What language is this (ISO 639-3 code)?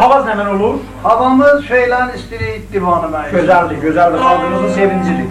azb